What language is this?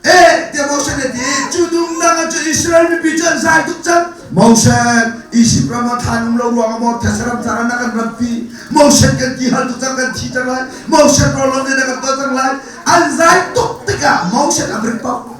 Hakha Chin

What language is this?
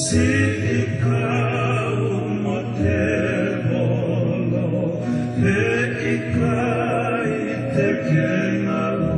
Tongan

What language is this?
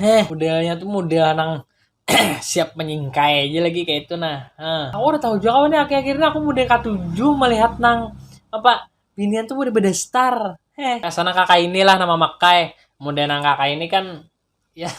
Banjar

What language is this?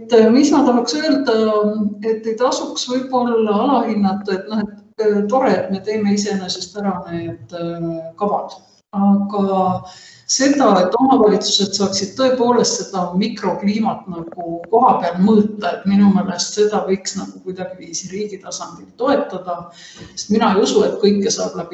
Estonian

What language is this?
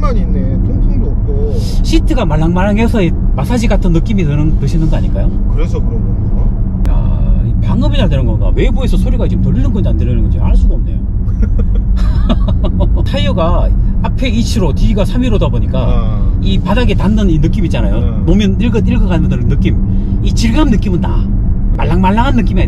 Korean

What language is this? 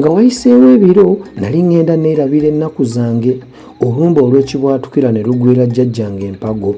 Ganda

